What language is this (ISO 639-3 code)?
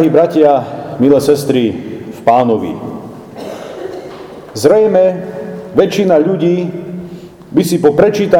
slk